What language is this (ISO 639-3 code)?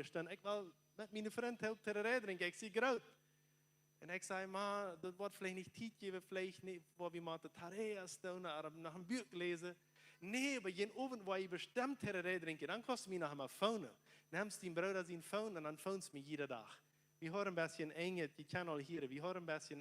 pdt